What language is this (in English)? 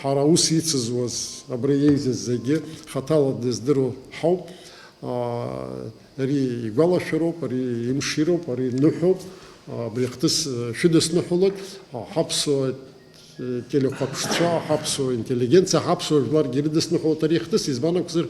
Abkhazian